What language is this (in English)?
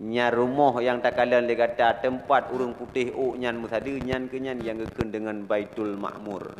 Achinese